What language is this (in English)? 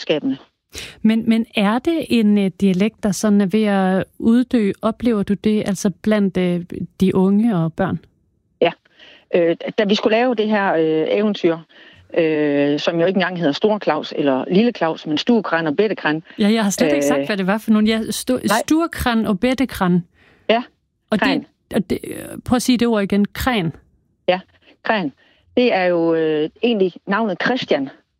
Danish